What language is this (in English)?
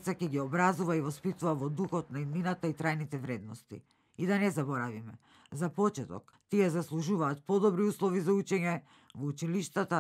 Macedonian